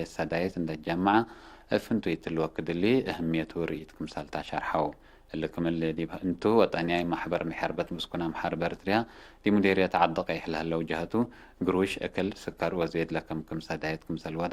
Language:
Tigre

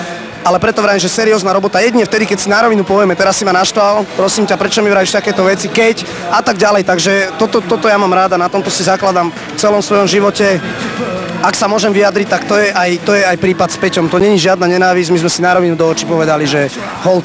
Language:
Slovak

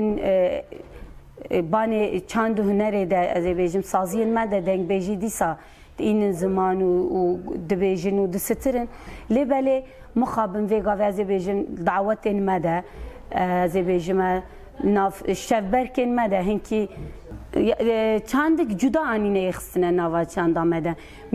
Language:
Kurdish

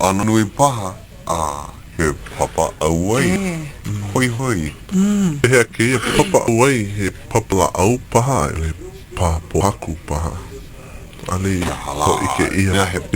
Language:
Hawaiian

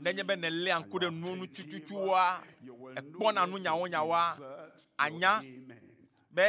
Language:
Ewe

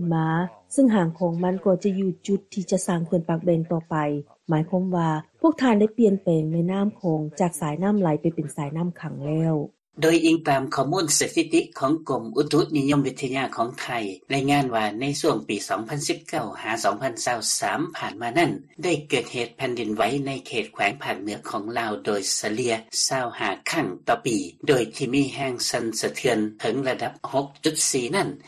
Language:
Lao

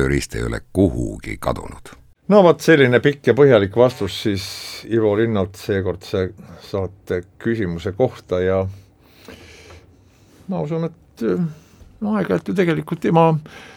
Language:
Estonian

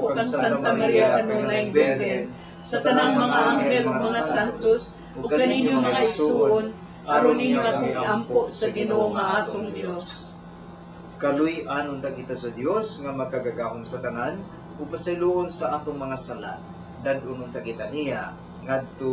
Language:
Cebuano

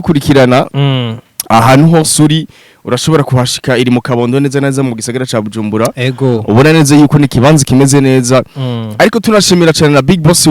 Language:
Rundi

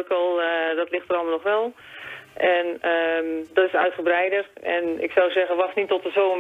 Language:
Dutch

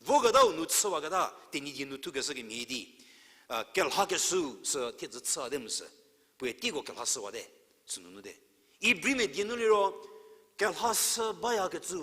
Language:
Angami Naga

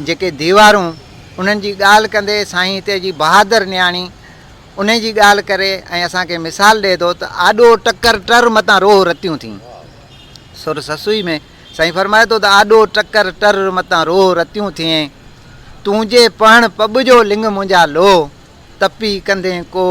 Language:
Sindhi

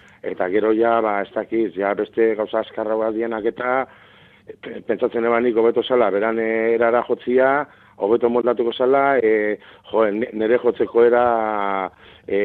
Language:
Basque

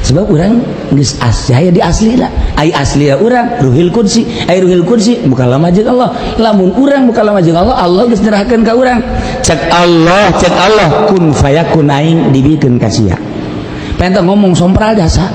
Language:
Sundanese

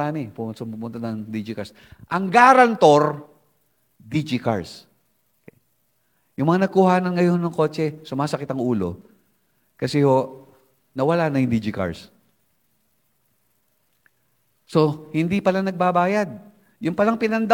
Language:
Filipino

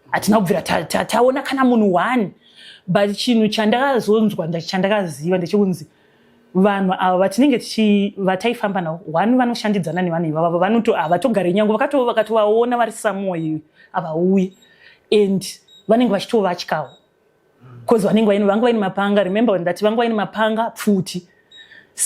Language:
Shona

